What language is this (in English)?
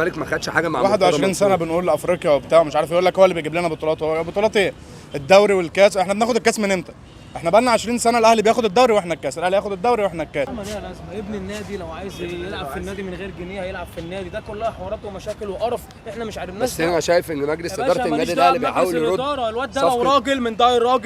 Egyptian Arabic